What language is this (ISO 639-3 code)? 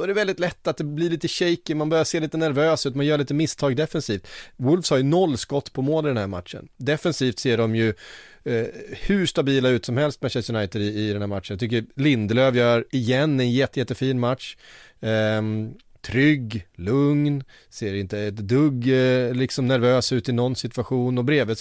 swe